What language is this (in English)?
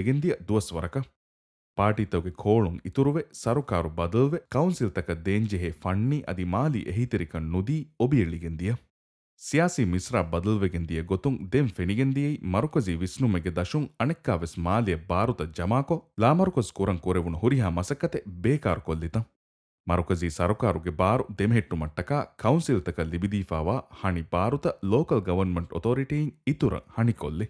Divehi